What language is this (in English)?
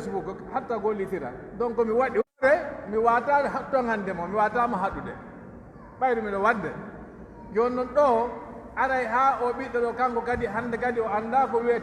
Pular